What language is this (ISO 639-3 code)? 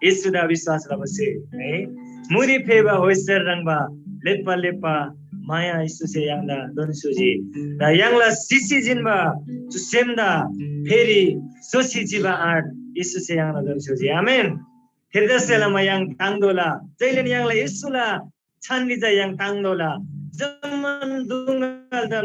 taj